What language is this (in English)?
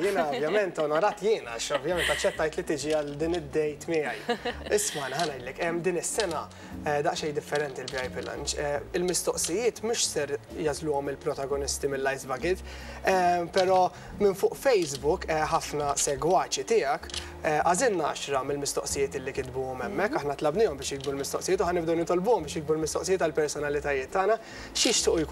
Maltese